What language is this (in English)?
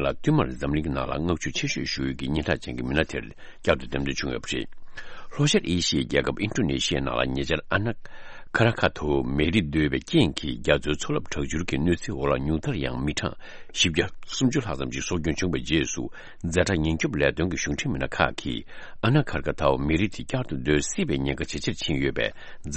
Tibetan